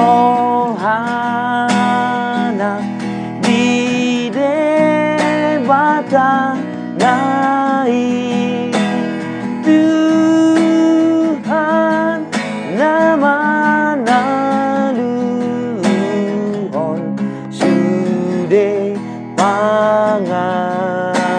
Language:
Batak Toba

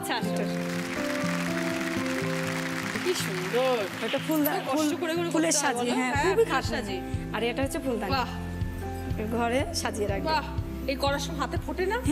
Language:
Bangla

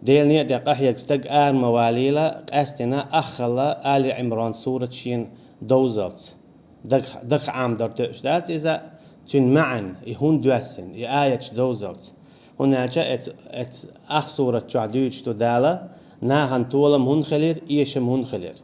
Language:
Chechen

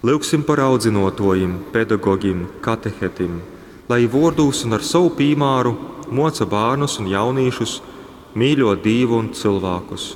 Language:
Latgalian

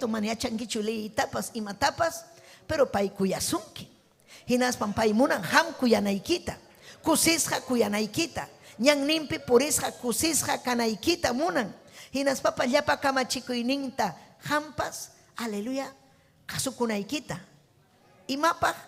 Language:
Ayacucho Quechua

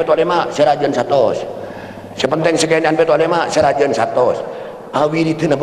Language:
Madurese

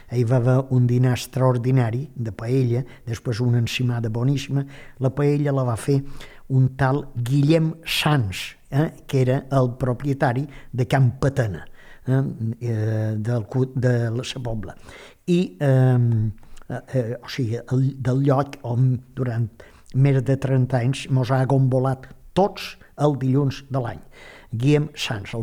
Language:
Catalan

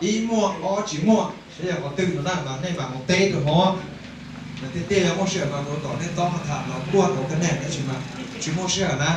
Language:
Hmong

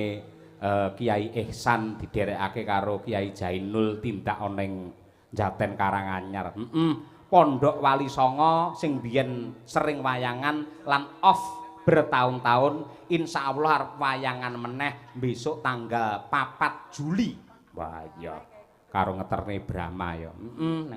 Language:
Javanese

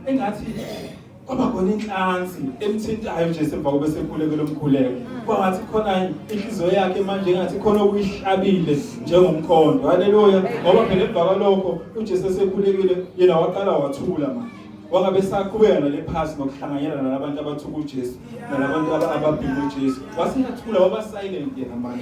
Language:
Zulu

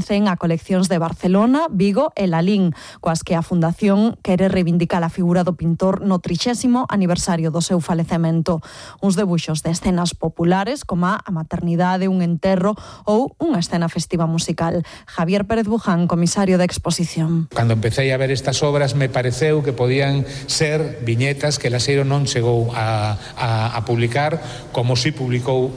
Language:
Galician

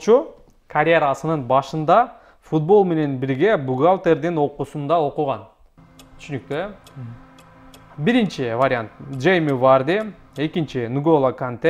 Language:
Kyrgyz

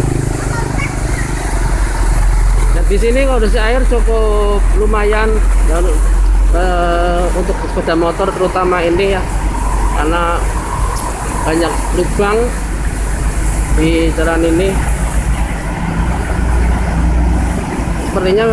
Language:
Indonesian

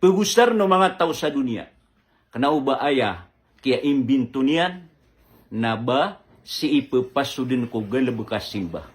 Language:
Maranao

